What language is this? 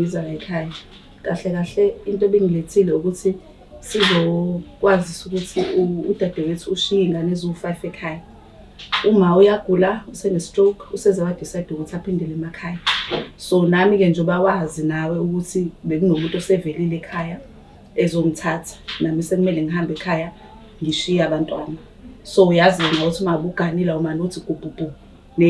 Zulu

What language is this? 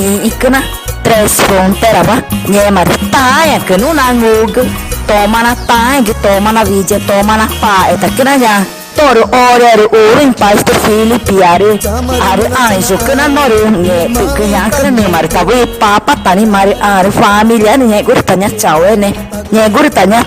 Ticuna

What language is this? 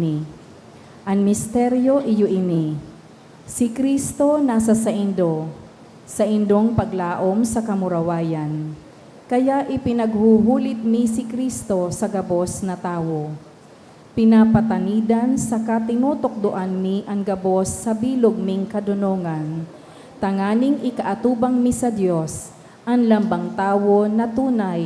Bikol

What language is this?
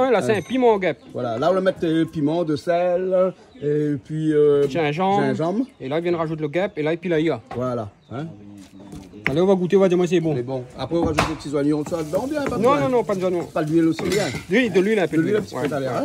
Réunion Creole French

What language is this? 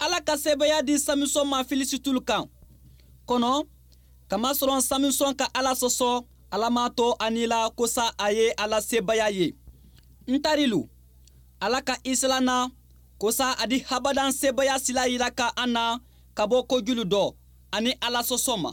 Bambara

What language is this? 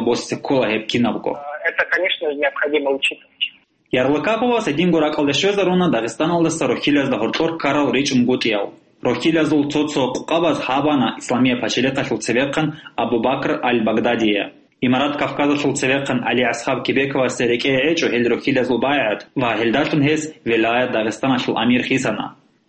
Avaric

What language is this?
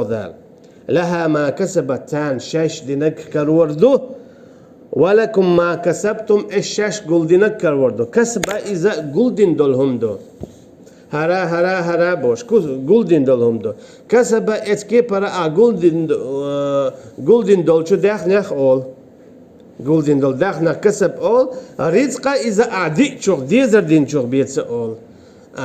Chechen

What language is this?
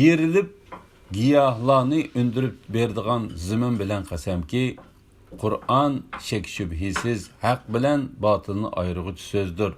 Uyghur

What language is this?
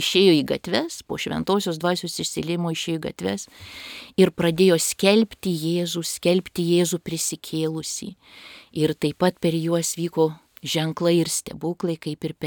Lithuanian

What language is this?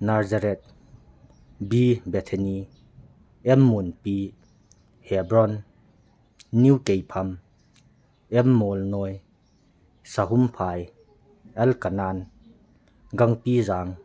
Thado Chin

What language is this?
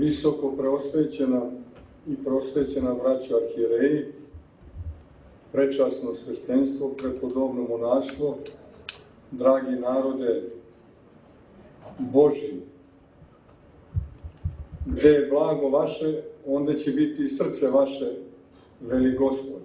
Serbian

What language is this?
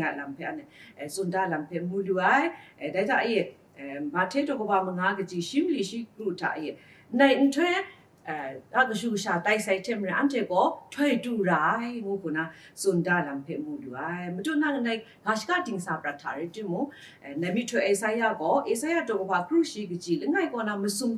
Kachin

